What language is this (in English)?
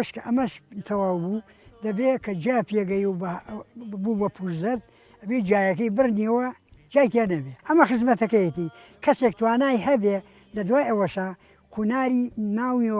Central Kurdish